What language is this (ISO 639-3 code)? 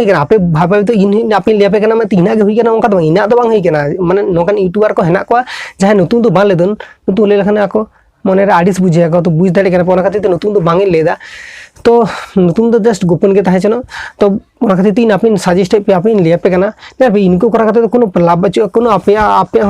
sat